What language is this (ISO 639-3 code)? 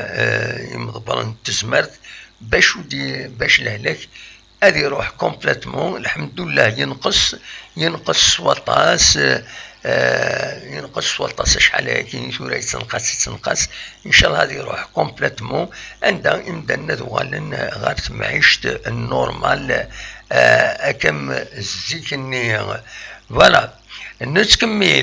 kab